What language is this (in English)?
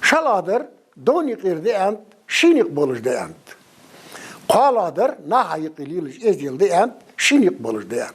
Ingush